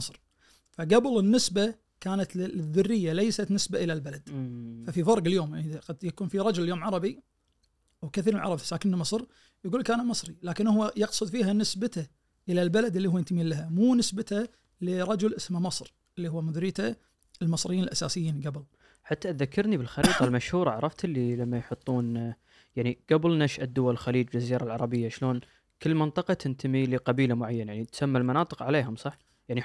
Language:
Najdi Arabic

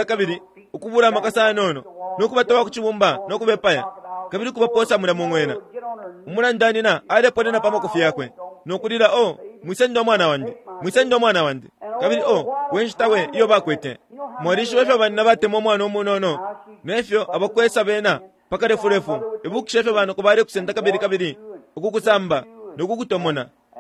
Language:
Bemba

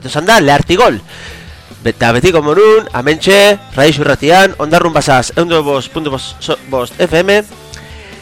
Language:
Basque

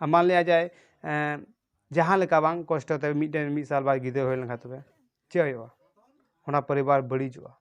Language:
Santali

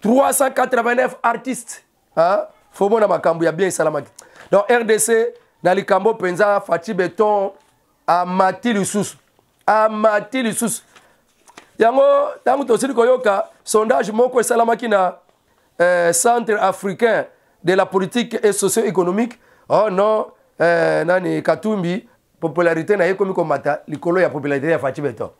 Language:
Lingala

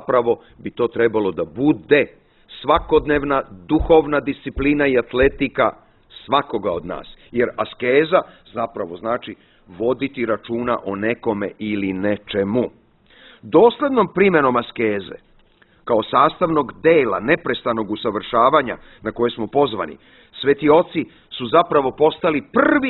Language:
Serbian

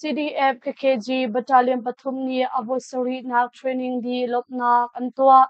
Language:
Hakha Chin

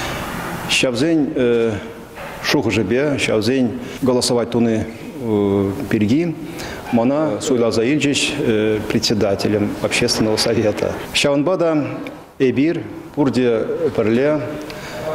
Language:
Chuvash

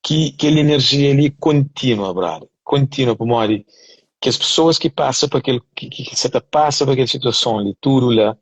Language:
Kabuverdianu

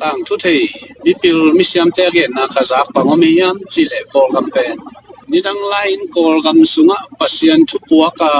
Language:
Tedim Chin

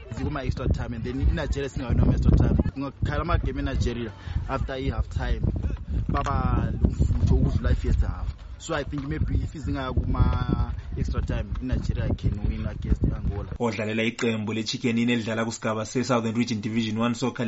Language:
North Ndebele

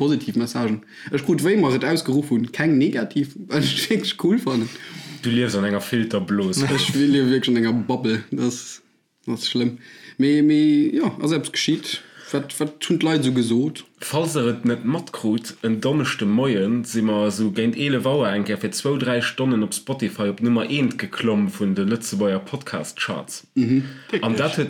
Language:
Luxembourgish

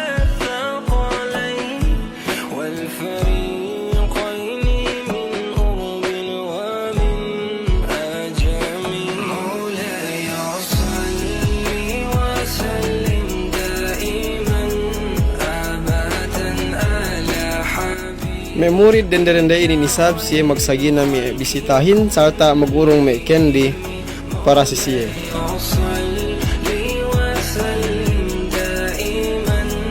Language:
Yakan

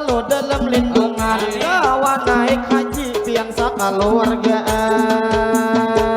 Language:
Banjar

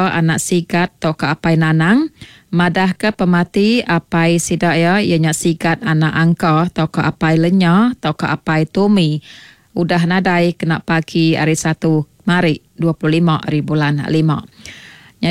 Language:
Iban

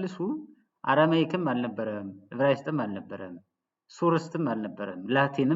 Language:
Amharic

